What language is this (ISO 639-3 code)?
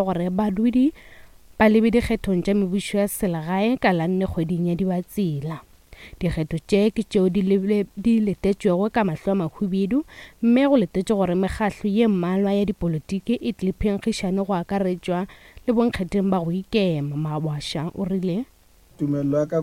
nso